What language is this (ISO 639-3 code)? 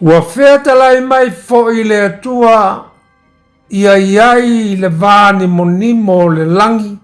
smo